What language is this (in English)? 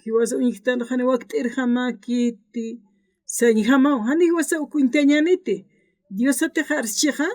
Aymara